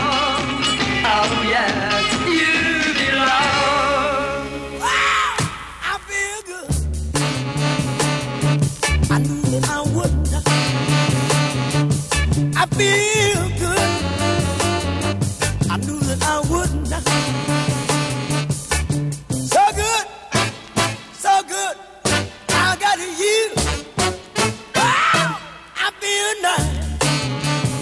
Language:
English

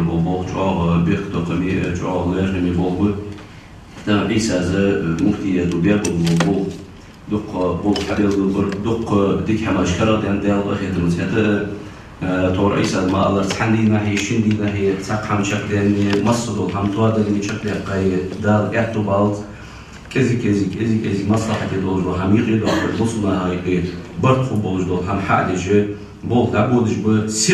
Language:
Ingush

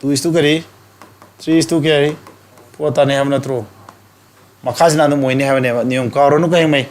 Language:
Manipuri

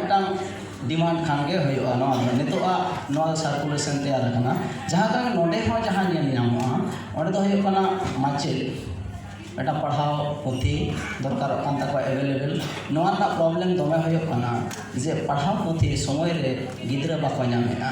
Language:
Santali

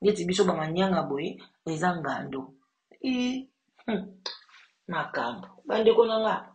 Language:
Lingala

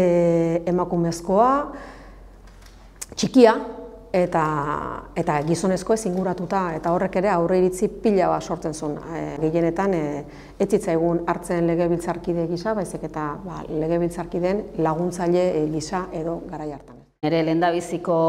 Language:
Basque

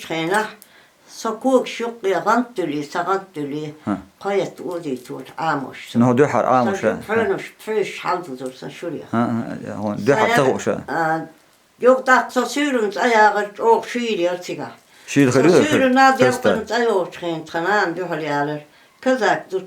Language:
Chechen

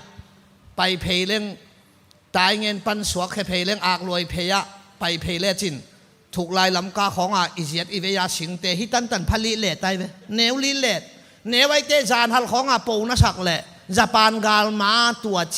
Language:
Tedim Chin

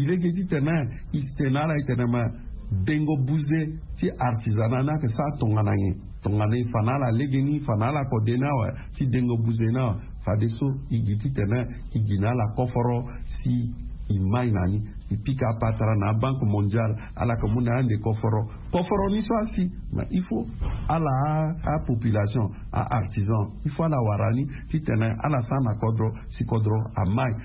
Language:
Sango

